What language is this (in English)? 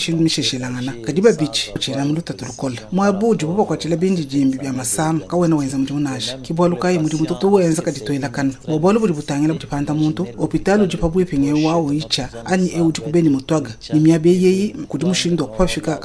Luba-Lulua